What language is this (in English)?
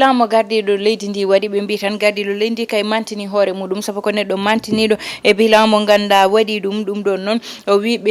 Fula